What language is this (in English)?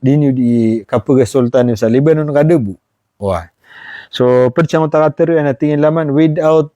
Maranao